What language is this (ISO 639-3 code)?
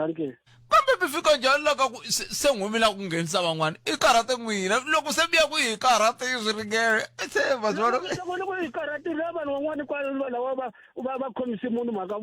tso